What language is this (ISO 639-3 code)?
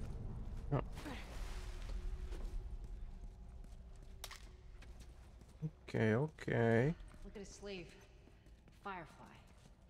eng